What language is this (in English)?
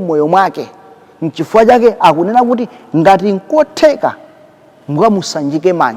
Nyanja